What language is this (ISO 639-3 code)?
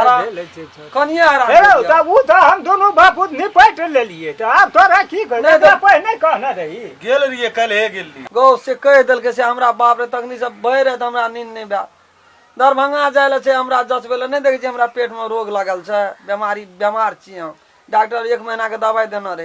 mai